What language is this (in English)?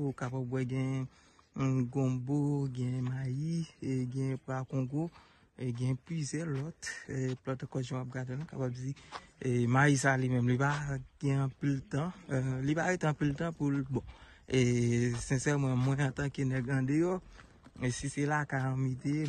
Haitian Creole